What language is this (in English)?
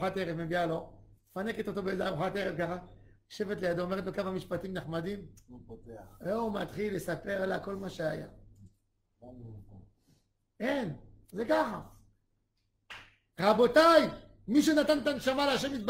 Hebrew